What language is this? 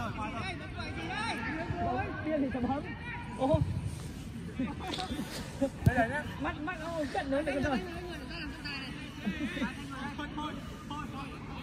Vietnamese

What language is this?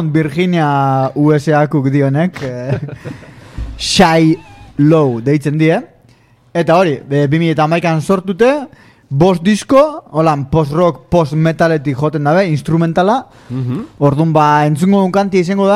Basque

